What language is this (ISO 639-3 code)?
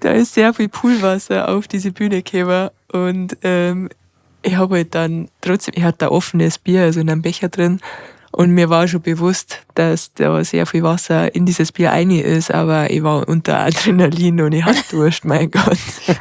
bar